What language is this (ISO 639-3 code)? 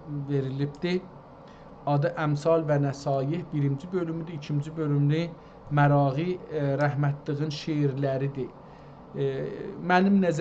azb